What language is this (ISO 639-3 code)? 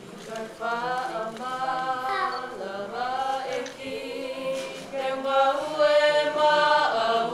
ton